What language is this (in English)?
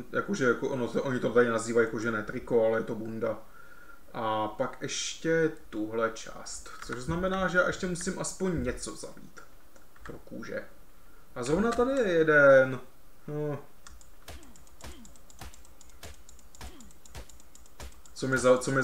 Czech